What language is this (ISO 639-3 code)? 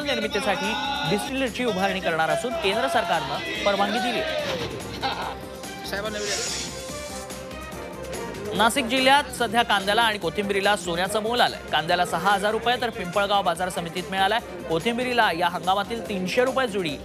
mar